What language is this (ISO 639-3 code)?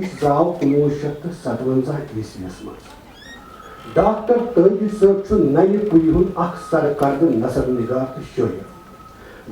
kas